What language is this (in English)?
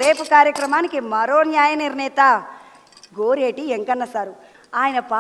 Telugu